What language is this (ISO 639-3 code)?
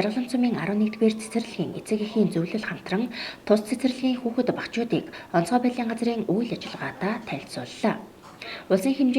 mon